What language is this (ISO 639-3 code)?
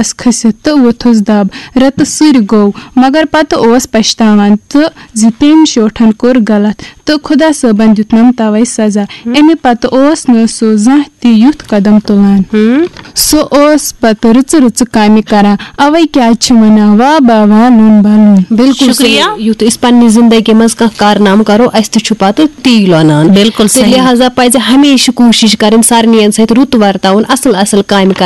kas